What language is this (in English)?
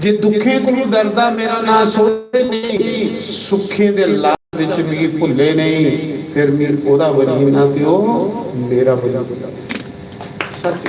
Dogri